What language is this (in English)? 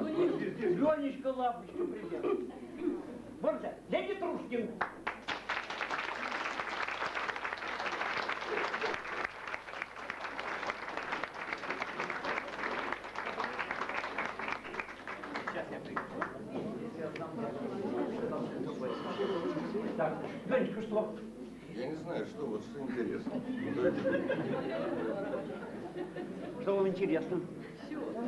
Russian